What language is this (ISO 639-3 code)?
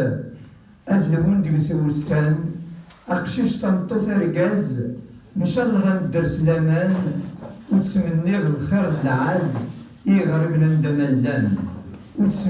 kab